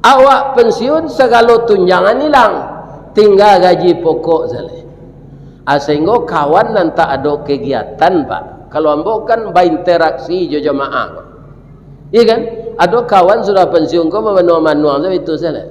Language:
Minangkabau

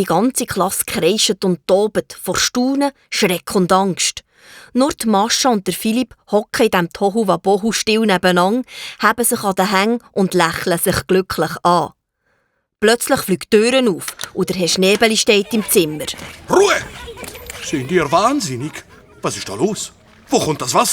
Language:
Swiss German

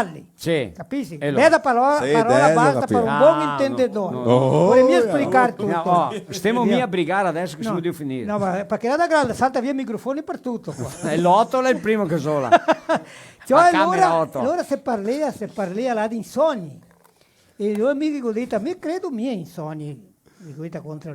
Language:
Venetian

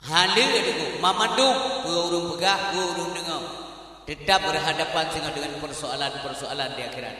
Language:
Achinese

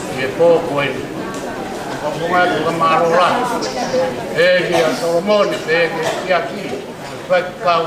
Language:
Tongan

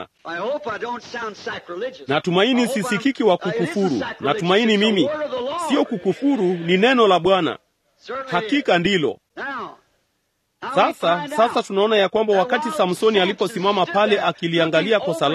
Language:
Swahili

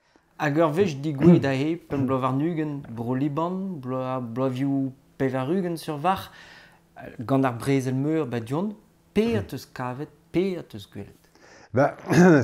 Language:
Breton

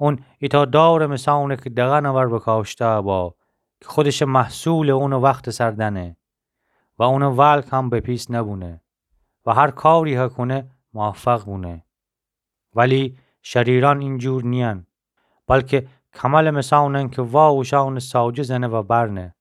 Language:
Gilaki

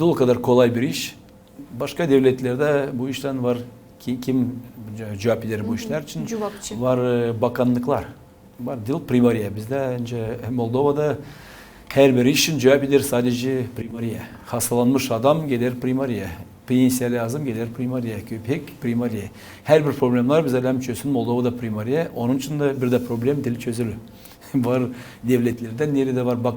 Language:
Gagauz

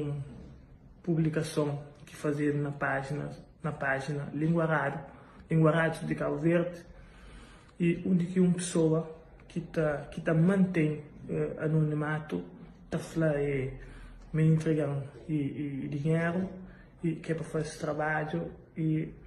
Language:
Kabuverdianu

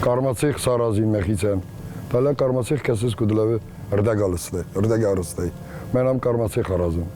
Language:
Ossetic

